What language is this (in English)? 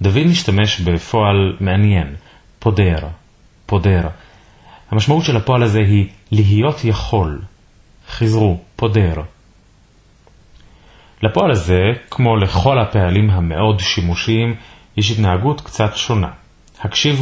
Hebrew